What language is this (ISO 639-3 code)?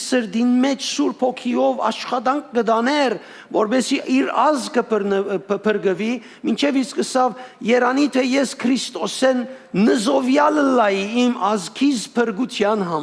hyw